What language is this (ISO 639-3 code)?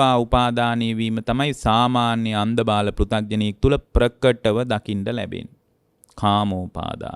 sin